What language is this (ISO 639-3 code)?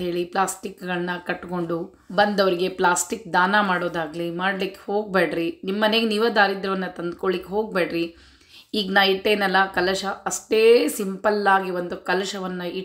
kan